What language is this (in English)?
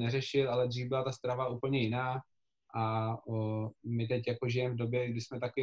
Czech